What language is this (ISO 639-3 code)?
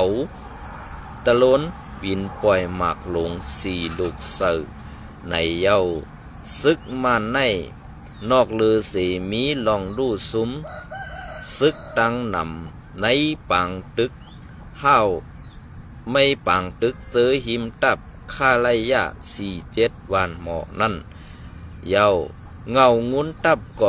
shn